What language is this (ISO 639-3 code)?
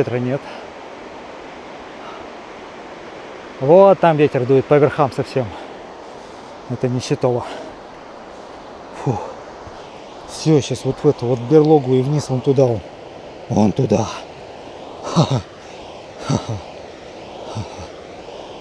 rus